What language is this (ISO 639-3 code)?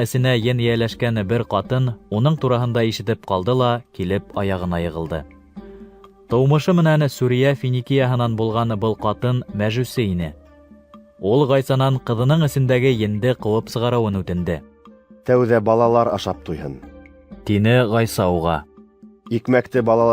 bak